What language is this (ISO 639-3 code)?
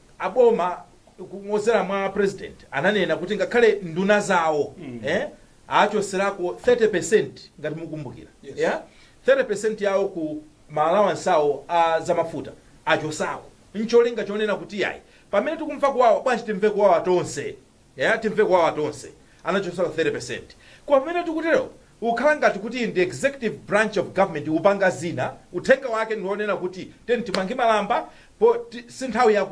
nya